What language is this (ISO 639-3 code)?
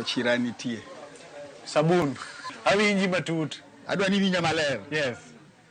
luo